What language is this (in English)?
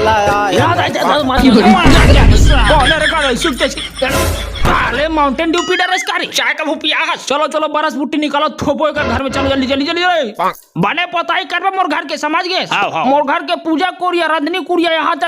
Chhattisgarhi